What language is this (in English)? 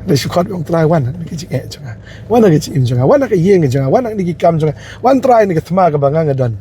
Khasi